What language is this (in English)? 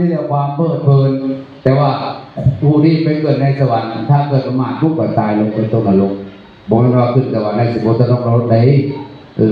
Northeastern Thai